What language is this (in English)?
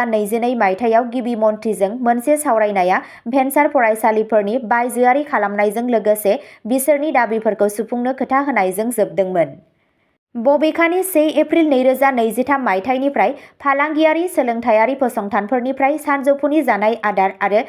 Bodo